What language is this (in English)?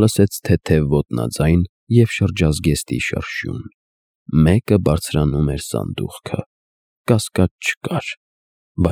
Armenian